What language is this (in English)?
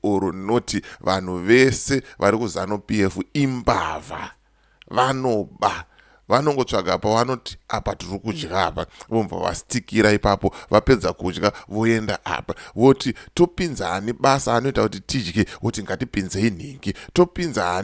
Shona